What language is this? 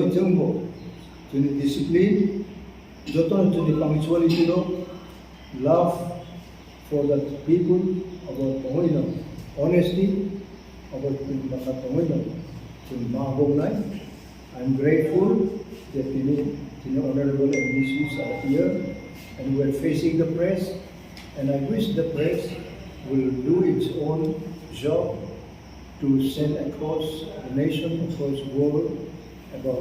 Kok Borok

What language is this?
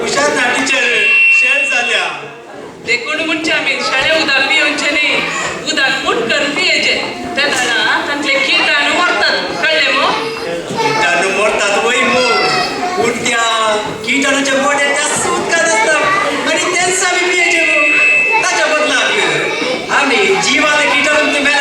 Konkani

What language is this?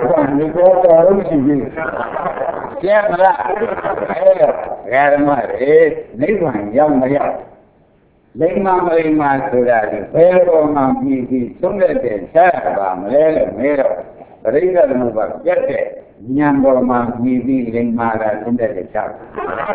Burmese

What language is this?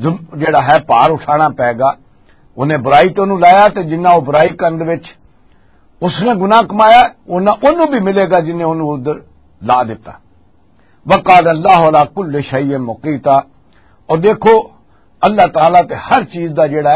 Western Panjabi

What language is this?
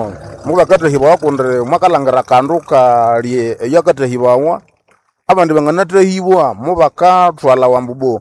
Nande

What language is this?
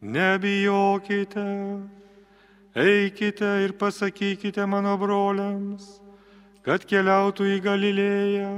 Lithuanian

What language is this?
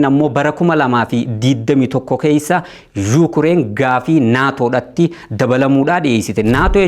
Oromo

